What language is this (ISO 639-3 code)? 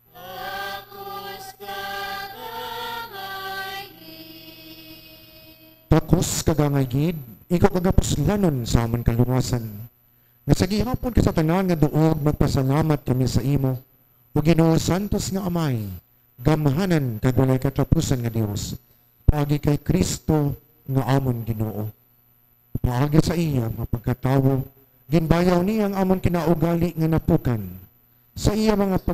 hil